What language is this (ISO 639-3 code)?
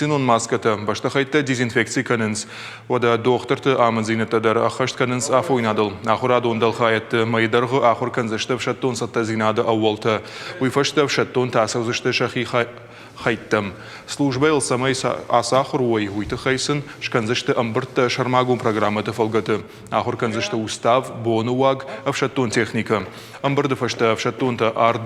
oss